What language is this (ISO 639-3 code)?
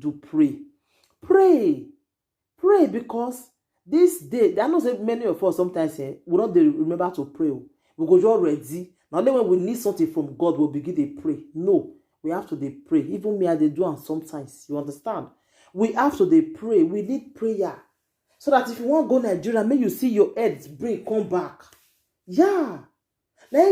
pcm